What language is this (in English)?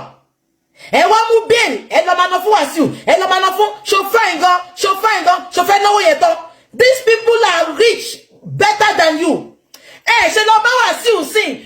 Yoruba